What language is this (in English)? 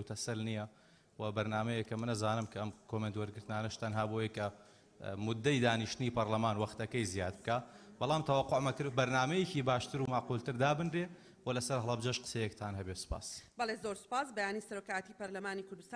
Central Kurdish